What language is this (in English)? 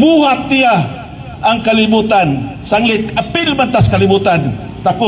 Cebuano